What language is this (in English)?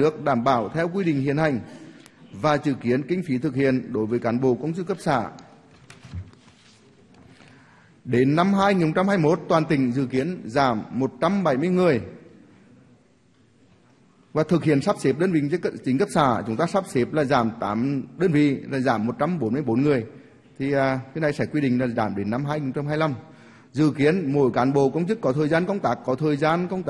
Vietnamese